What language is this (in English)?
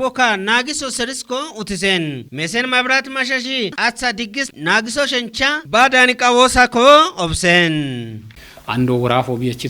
Kafa